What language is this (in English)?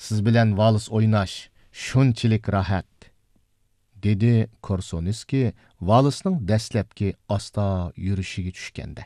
Uyghur